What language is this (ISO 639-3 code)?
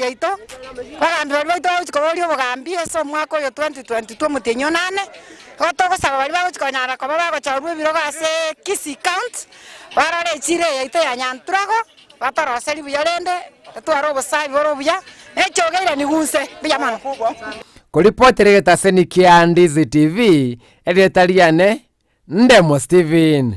guz